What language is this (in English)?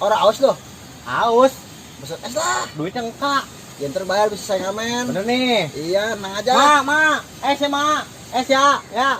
Betawi